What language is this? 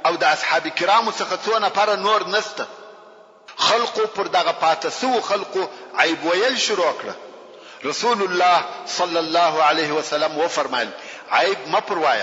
Pashto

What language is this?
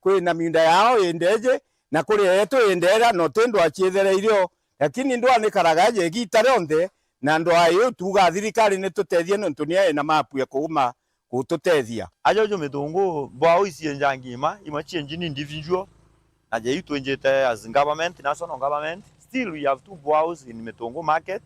Meru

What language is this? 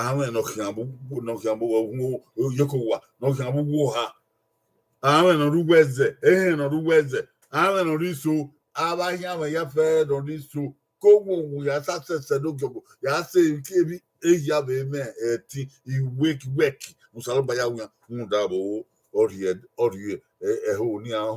Bini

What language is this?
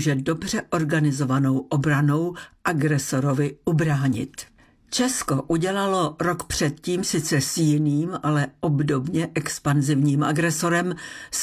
Czech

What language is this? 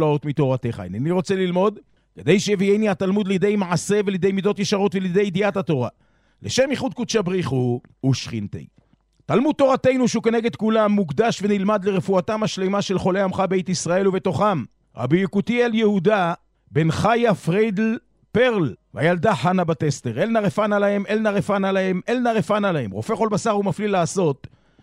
Hebrew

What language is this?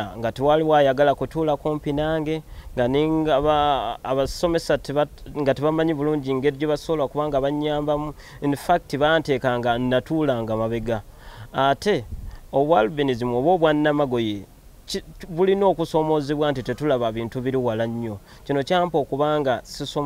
Ganda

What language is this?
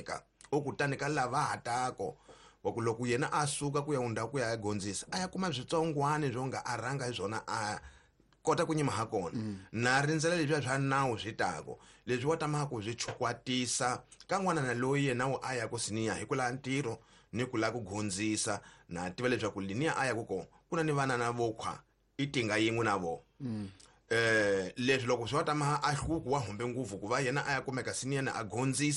Tsonga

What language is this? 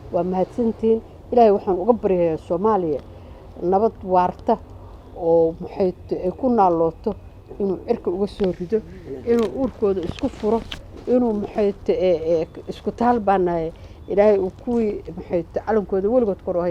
Somali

